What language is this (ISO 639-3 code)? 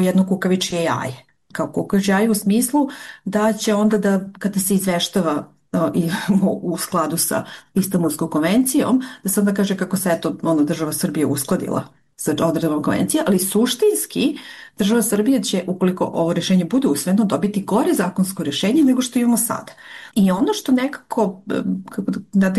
srp